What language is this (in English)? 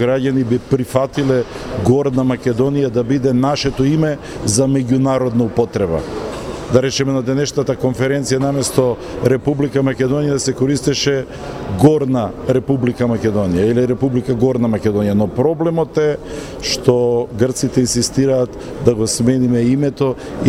Macedonian